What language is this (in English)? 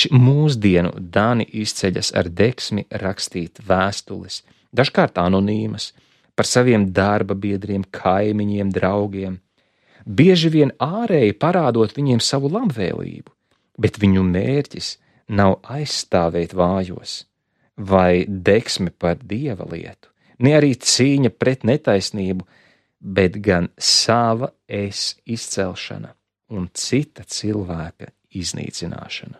Latvian